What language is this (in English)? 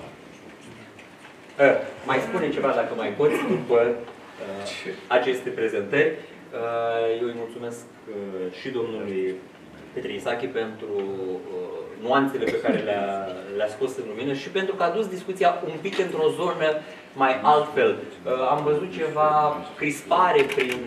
Romanian